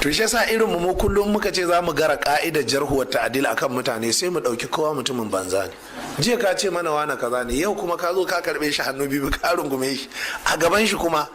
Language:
Hausa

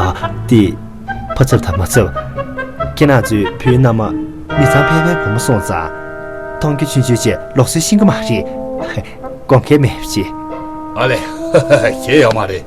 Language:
Tibetan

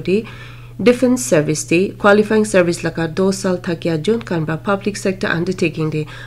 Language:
Naga Pidgin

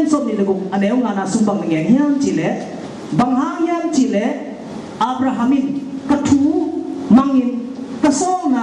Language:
Tedim Chin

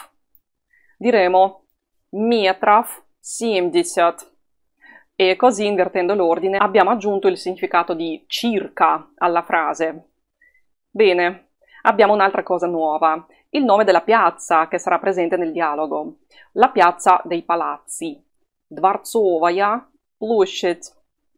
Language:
Italian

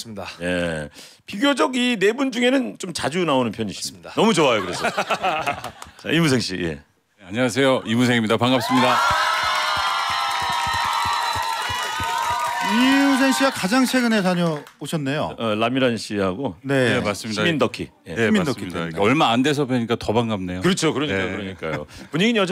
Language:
Korean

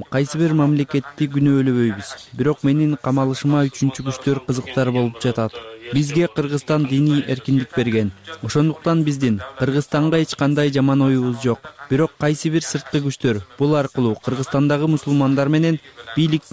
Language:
Kyrgyz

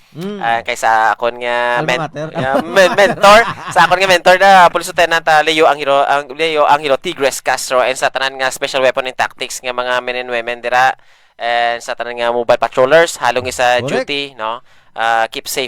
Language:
Hiligaynon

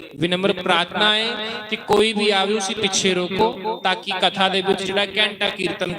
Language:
Dogri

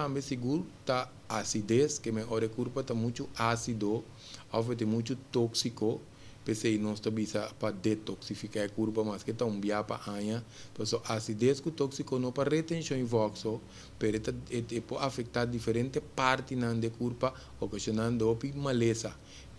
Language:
Papiamento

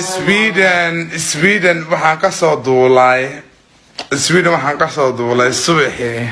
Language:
Somali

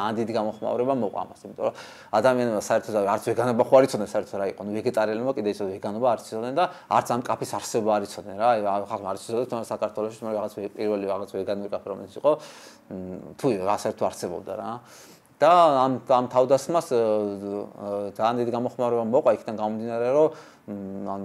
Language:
Georgian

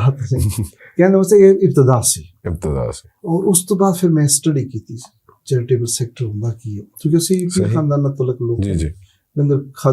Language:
Western Panjabi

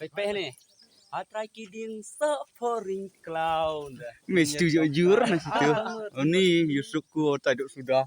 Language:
Khasi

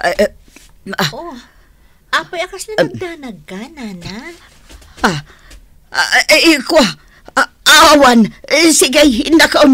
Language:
Iloko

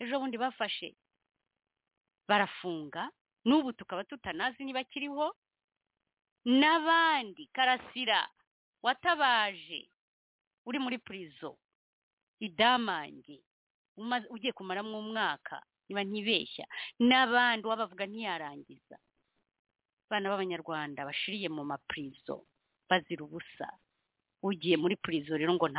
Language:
Kinyarwanda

